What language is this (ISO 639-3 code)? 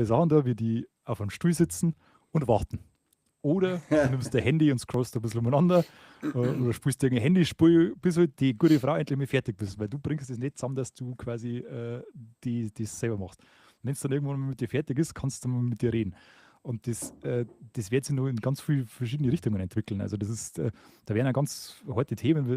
bar